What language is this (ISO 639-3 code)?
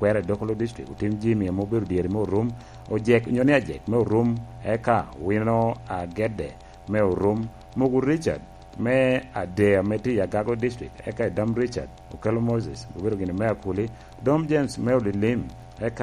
laj